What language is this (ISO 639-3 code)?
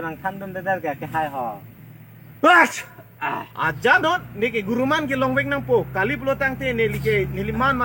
mjw